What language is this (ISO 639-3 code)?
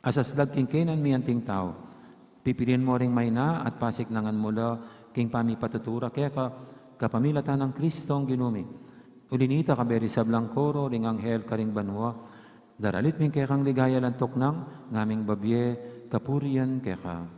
pam